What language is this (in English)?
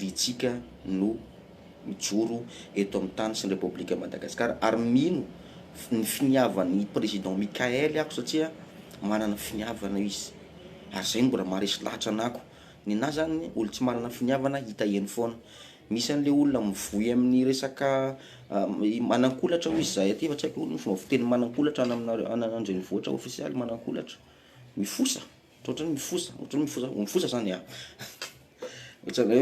Malagasy